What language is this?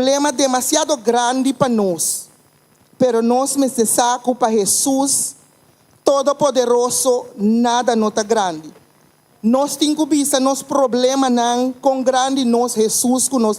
Papiamento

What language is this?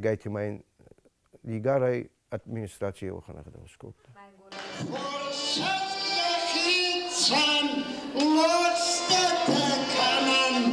Ossetic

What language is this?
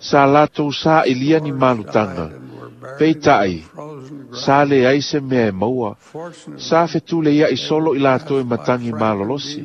Samoan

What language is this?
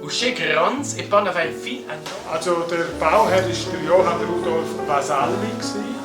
Romansh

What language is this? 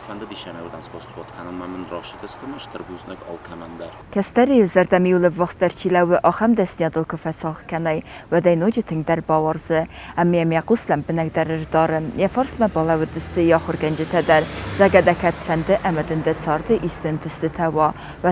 Ossetic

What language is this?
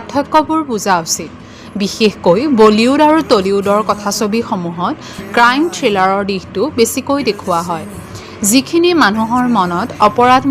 Assamese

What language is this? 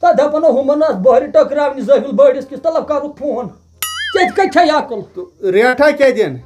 Kashmiri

